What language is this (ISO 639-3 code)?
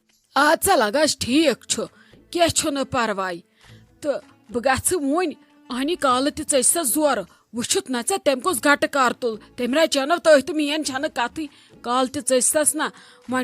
kas